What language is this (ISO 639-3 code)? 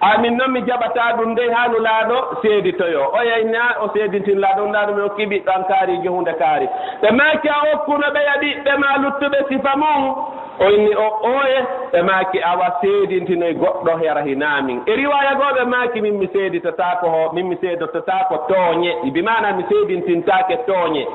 ful